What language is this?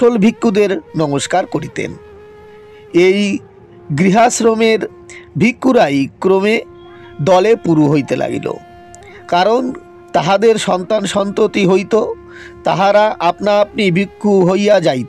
Bangla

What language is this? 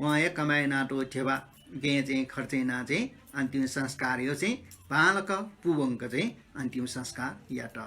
Newari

